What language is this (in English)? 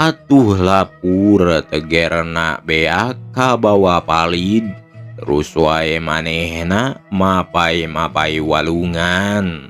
Sundanese